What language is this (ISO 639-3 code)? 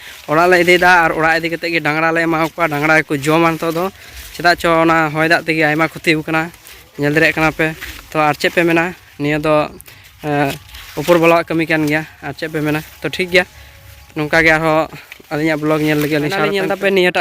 sat